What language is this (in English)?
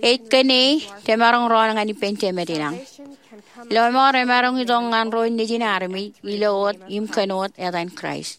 Marshallese